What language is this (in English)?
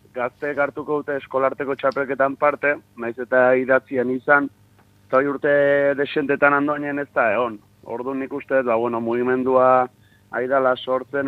Basque